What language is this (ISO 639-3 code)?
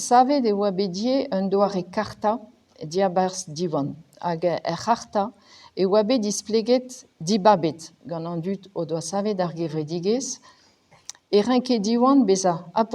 bre